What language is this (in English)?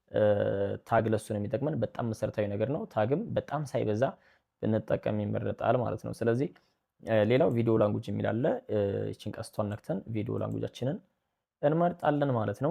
Amharic